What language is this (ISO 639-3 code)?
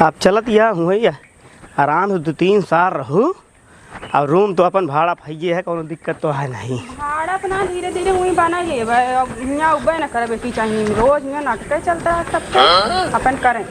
awa